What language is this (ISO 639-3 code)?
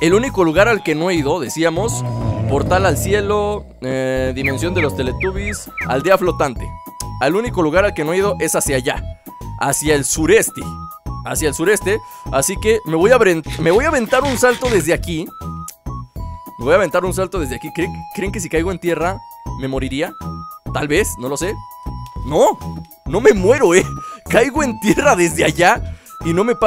spa